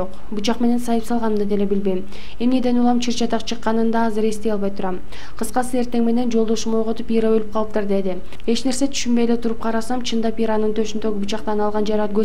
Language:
Kyrgyz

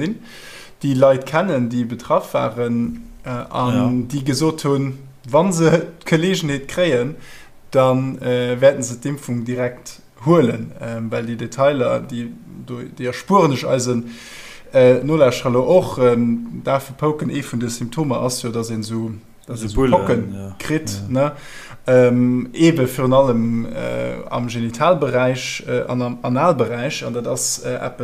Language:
Luxembourgish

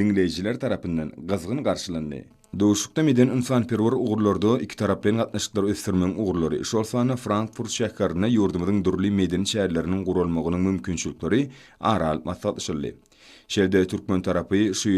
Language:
Turkmen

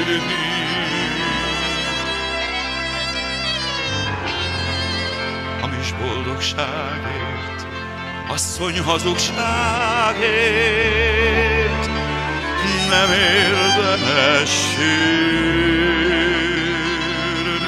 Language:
Hungarian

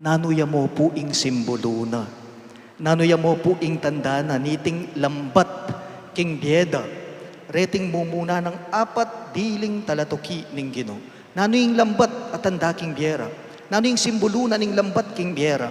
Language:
Pampanga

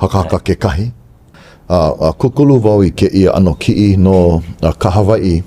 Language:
Hawaiian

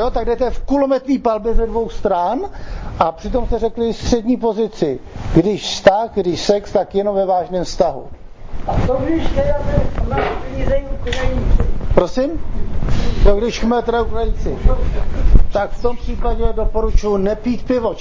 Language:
Czech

